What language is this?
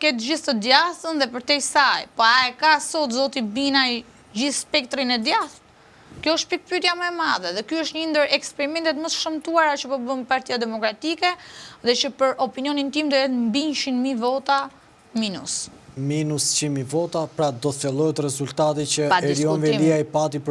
Albanian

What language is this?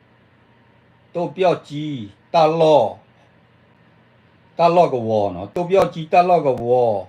S'gaw Karen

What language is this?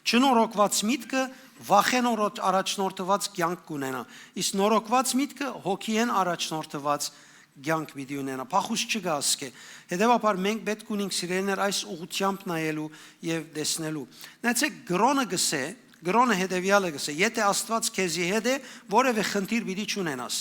Western Armenian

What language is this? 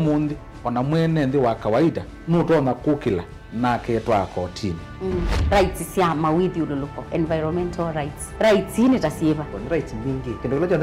Kamba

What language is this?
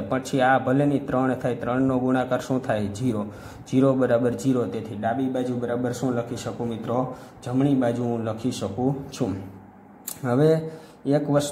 Gujarati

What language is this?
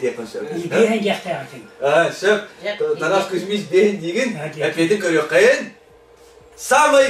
Yakut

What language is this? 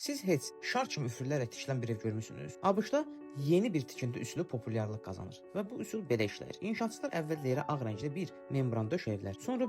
Azerbaijani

